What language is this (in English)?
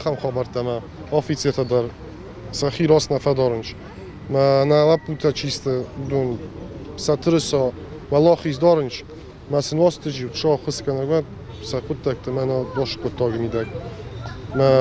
Ossetic